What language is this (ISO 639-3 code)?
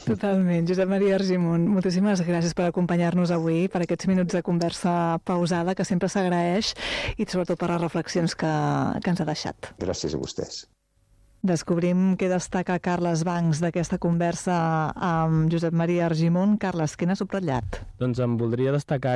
cat